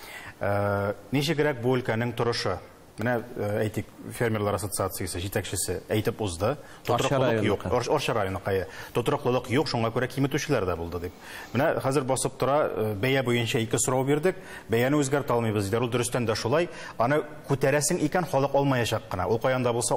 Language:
Tatar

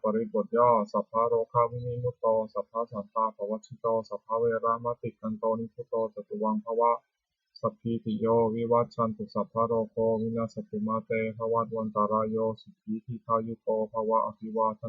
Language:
Pali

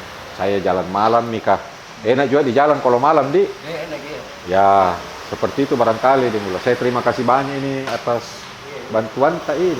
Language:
Makassar Malay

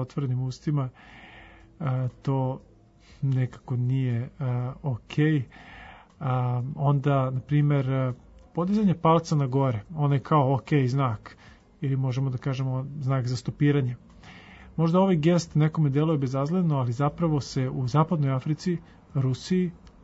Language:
Serbian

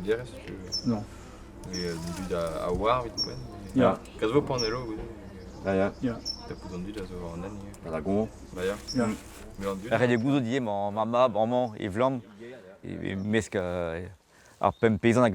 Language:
Breton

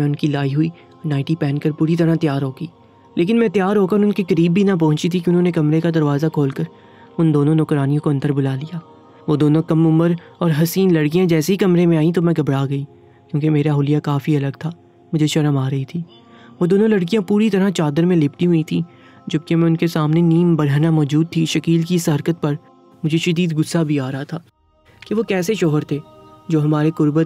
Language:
Urdu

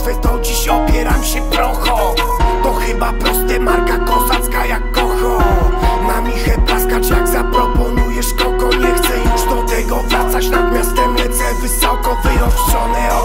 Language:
Polish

